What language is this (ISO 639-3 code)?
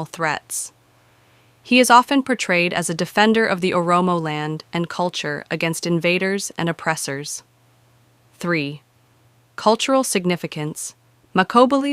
eng